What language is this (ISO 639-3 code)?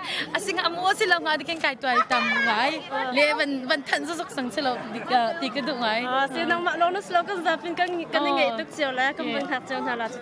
cnh